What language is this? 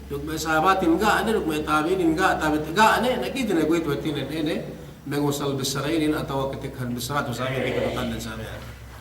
Yakan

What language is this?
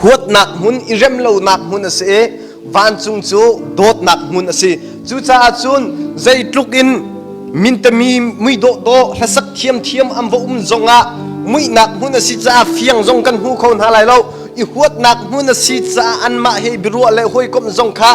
Hakha Chin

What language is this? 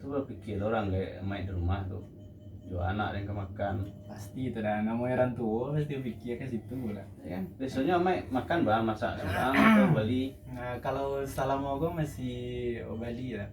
Minangkabau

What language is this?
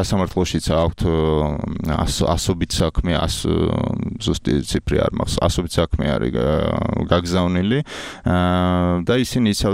Georgian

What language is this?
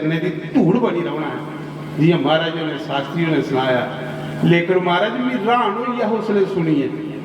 Dogri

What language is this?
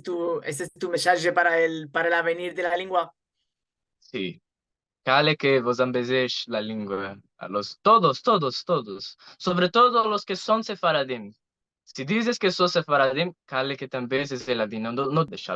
Ladino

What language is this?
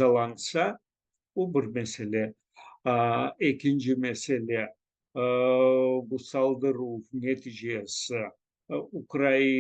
Crimean Tatar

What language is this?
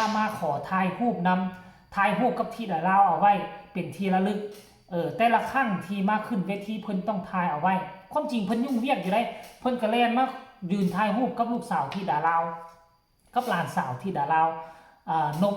Lao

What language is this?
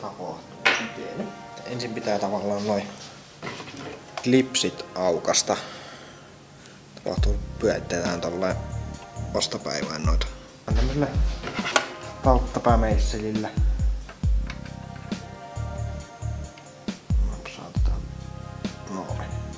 Finnish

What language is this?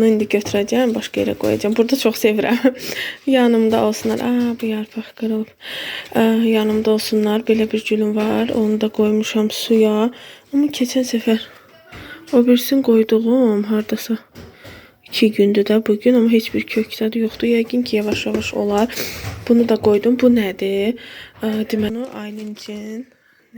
Azerbaijani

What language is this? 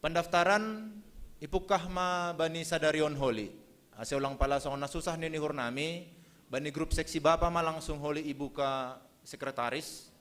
Batak Simalungun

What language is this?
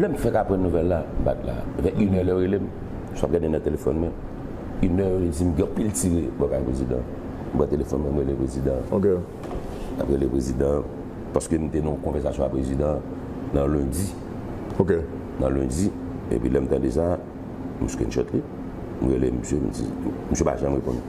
Haitian Creole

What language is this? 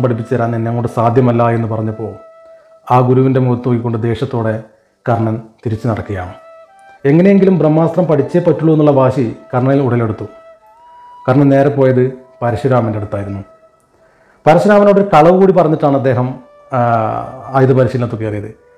Malayalam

